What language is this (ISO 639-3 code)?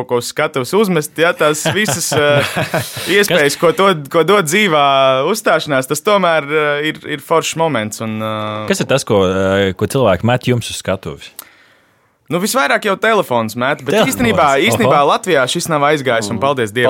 lav